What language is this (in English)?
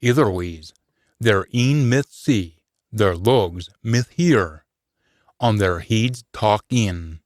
Scots